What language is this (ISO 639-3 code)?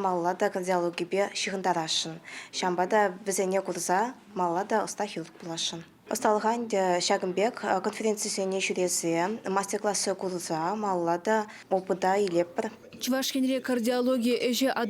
chv